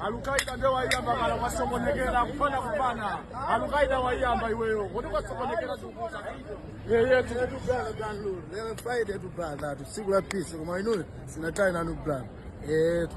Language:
Nyanja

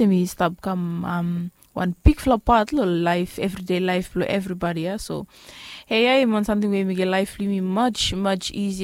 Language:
Bislama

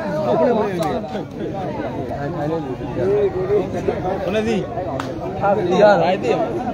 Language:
Burmese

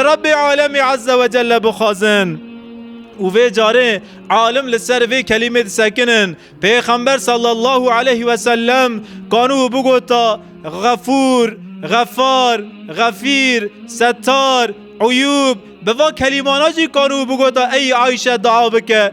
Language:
Kurdish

